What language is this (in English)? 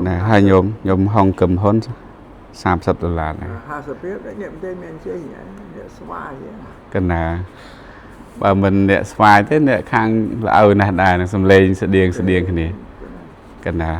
Khmer